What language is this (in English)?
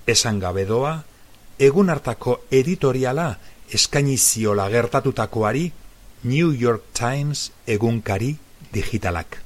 Basque